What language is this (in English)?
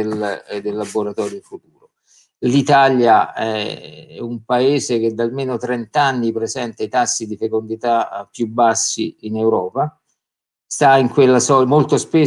Italian